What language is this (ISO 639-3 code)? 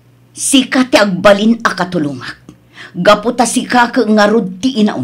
ilo